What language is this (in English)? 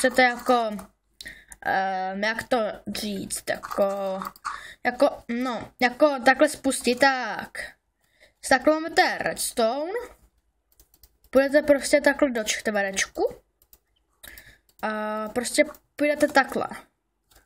Czech